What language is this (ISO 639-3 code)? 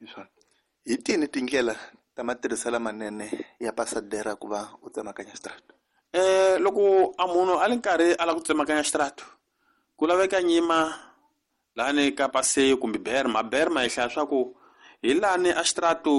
tso